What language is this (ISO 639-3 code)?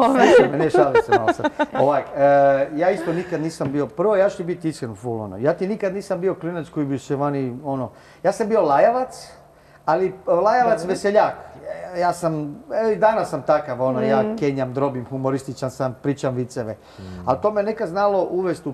hrv